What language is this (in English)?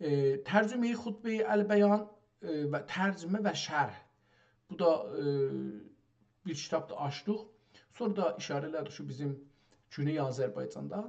South Azerbaijani